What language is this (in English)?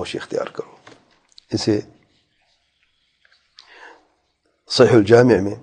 Urdu